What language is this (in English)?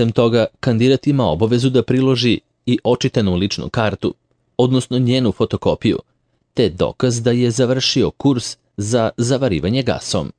Serbian